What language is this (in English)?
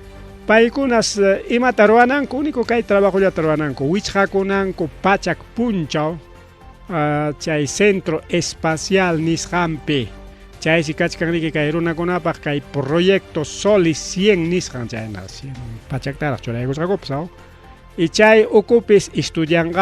Ayacucho Quechua